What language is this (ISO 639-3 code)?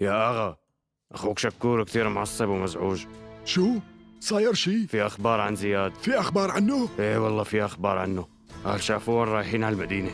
apc